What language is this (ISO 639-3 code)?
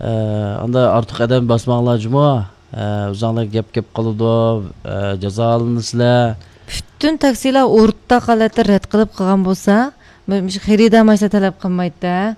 uig